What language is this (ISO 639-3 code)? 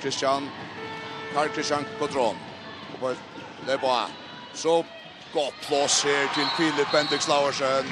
fao